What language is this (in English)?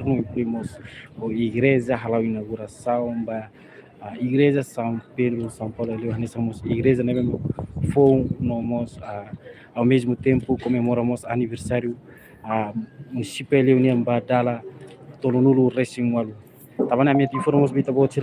Tetum